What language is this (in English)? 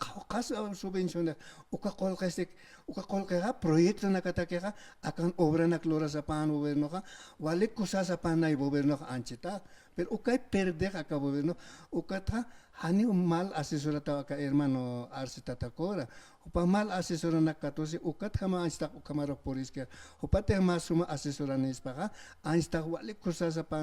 Aymara